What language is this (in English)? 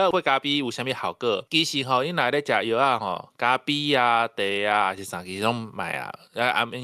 Min Nan Chinese